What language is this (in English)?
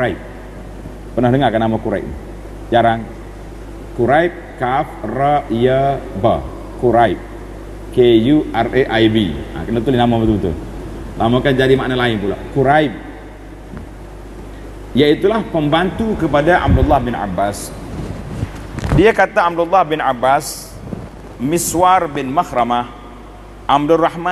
Malay